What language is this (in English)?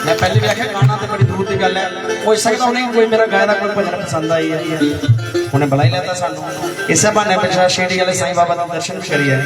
Dogri